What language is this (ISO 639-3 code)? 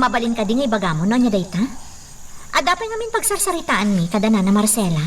ilo